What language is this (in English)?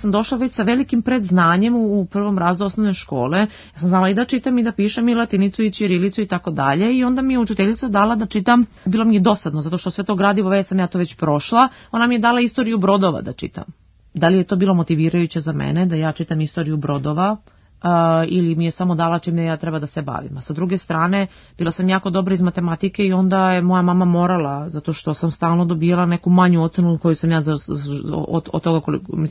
Serbian